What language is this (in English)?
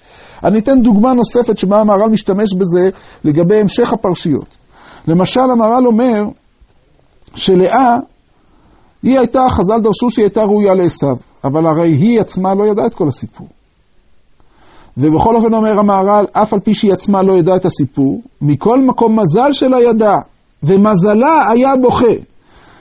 Hebrew